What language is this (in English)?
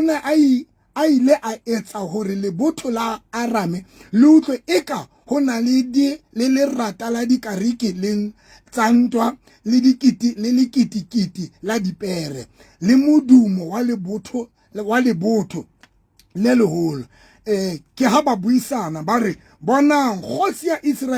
Southern Sotho